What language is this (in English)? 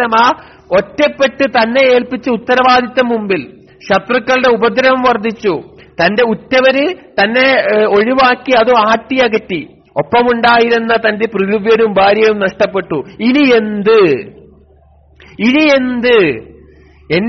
Malayalam